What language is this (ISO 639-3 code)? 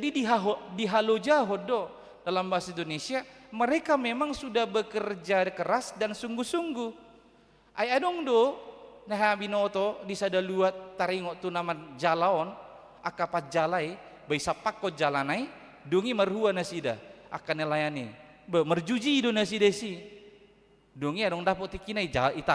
bbc